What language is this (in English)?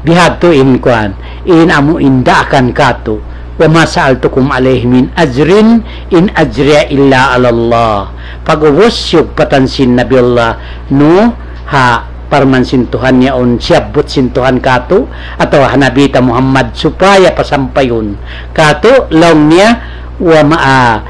Tausug